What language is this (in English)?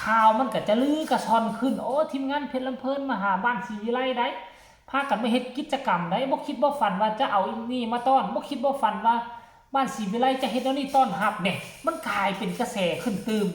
Northeastern Thai